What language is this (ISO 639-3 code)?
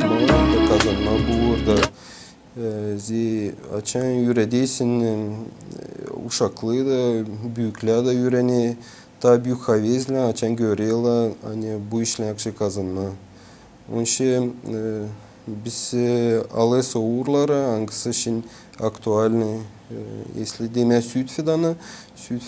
gag